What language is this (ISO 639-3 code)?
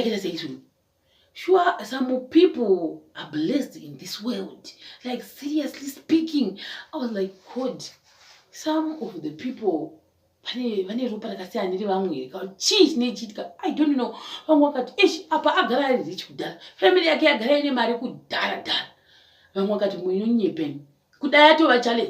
sna